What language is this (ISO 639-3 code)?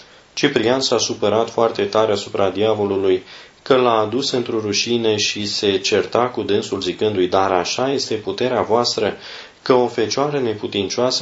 ron